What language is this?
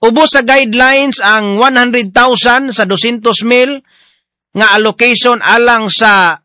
Cebuano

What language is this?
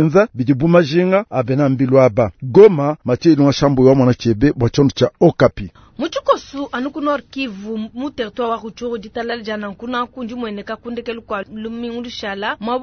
Luba-Lulua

